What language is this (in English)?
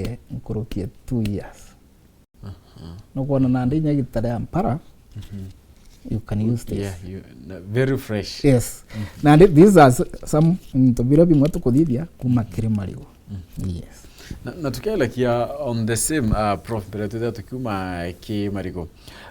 Meru